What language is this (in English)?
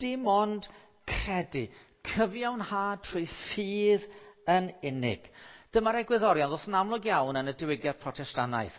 Welsh